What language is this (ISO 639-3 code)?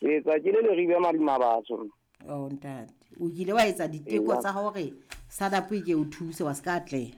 sot